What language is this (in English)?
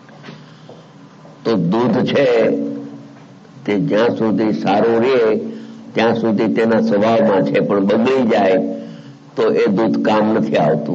Gujarati